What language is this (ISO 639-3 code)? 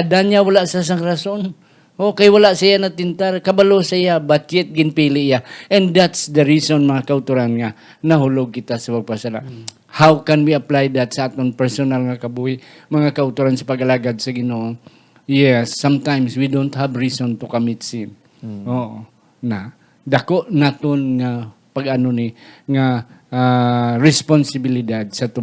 hil